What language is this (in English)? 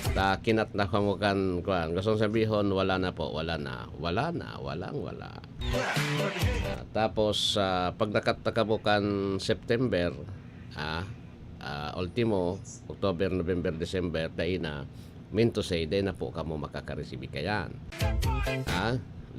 Bikol